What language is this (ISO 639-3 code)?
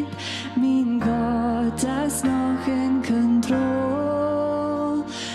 pdt